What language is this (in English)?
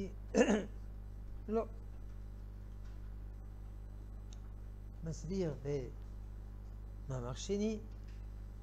Hebrew